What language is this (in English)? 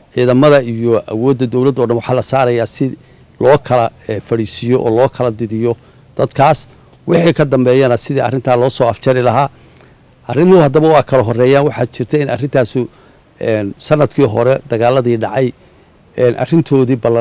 Somali